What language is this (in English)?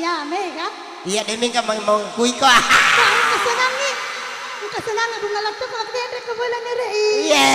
Buginese